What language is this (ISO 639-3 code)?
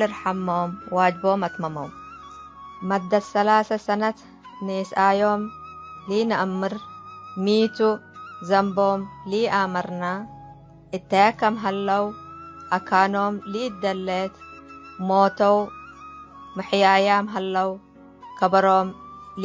tig